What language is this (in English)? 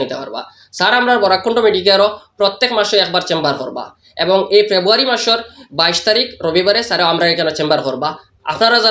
Sylheti